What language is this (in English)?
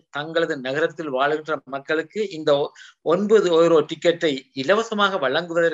Tamil